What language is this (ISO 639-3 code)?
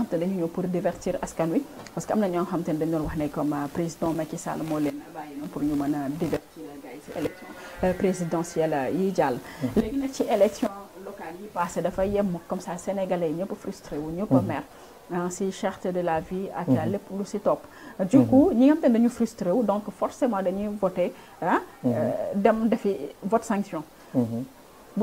wol